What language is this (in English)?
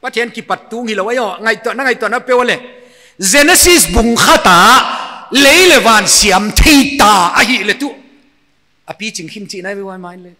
Paite Chin